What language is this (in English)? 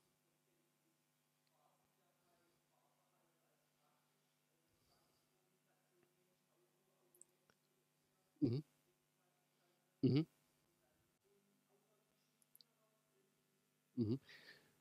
German